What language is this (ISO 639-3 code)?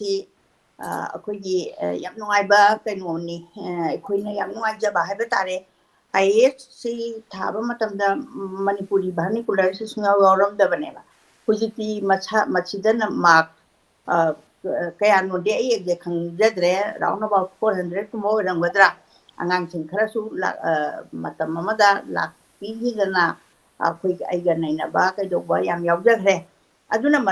mni